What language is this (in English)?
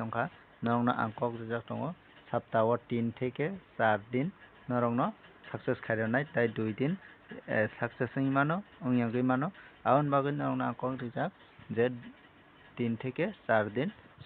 Kok Borok